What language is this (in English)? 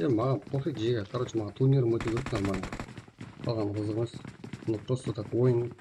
Kara-Kalpak